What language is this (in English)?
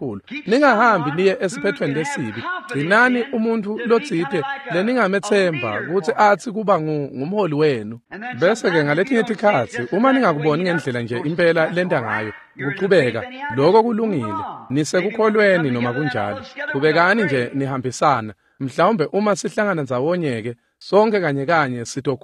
Swati